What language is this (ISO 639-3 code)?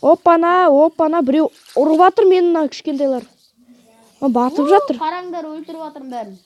kaz